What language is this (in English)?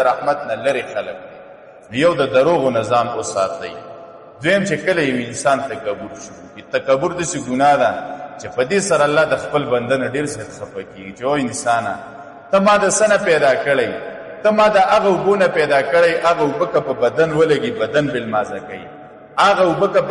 Pashto